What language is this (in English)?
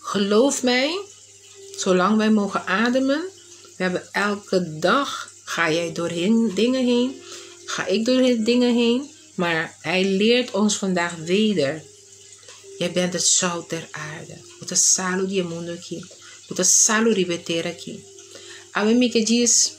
Papiamento